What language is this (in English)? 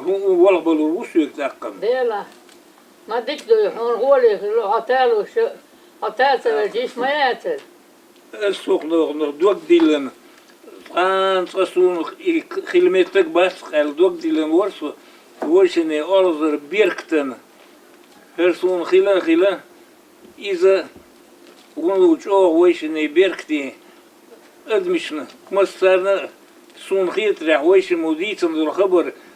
Chechen